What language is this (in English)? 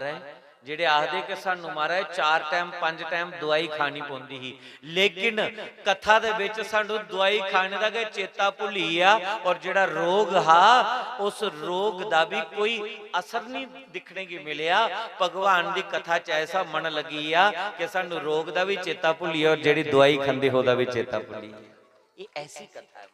Dogri